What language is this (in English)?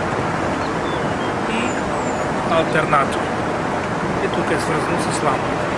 Bulgarian